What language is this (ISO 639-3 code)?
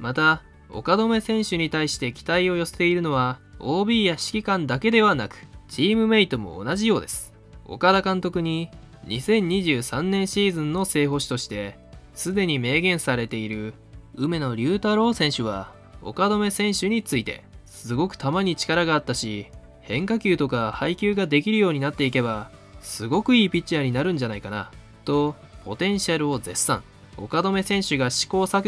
jpn